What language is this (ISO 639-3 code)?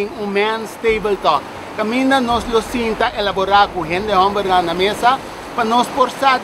pap